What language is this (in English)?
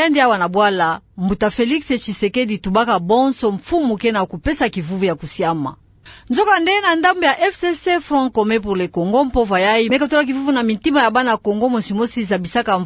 Kituba (Democratic Republic of Congo)